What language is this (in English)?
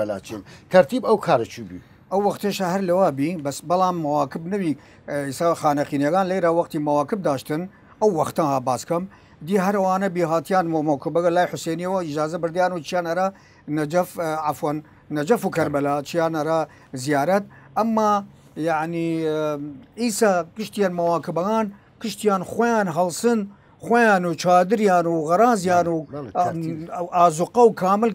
Southern Kurdish